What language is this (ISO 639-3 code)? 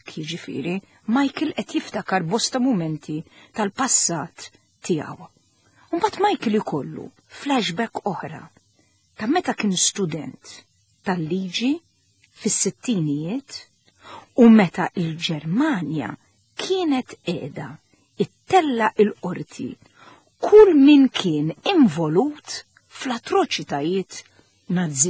mlt